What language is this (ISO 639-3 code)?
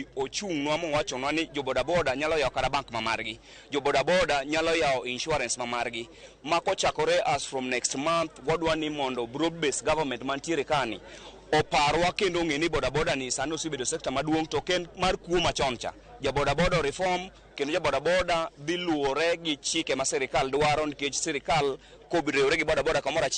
luo